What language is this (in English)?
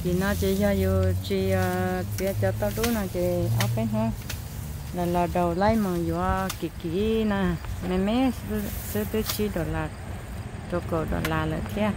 Hmong